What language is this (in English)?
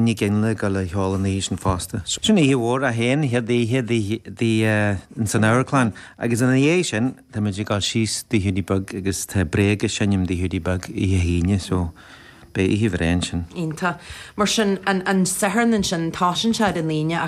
Irish